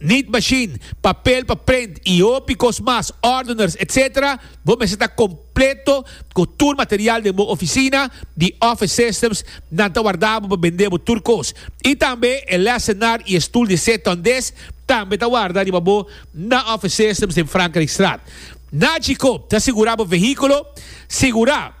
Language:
Papiamento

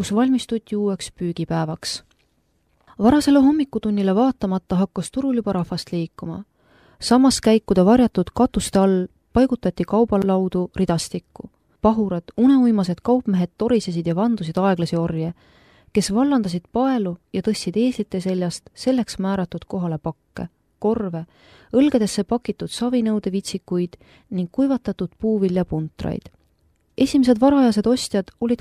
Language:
Estonian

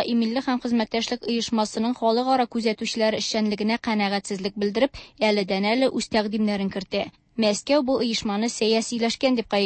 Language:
Tatar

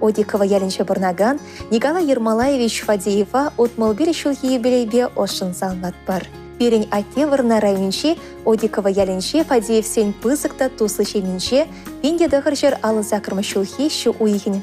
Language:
Chuvash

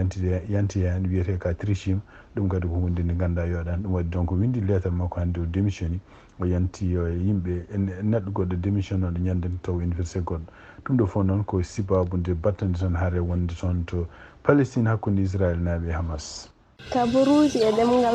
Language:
Fula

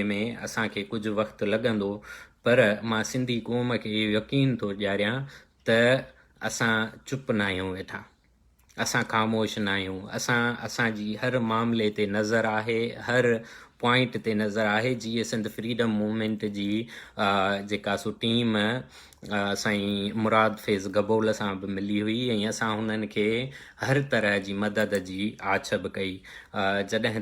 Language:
Sindhi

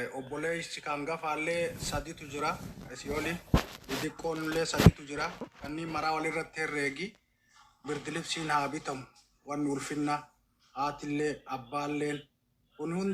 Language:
Oromo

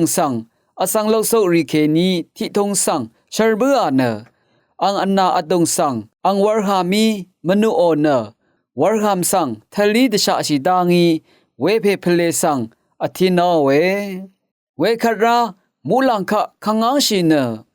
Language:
Rawang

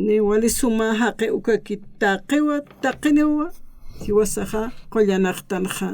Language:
Aymara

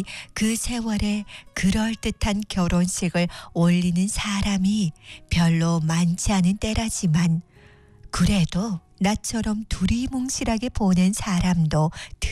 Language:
Korean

